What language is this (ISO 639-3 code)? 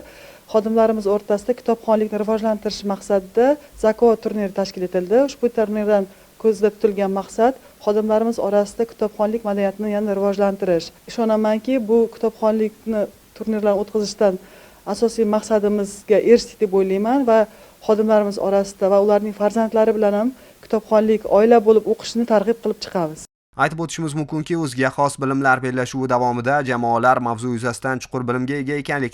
uzb